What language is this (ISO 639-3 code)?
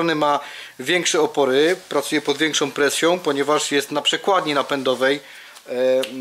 pol